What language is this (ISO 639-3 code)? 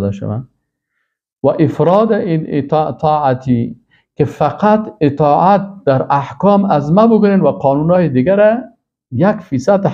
fas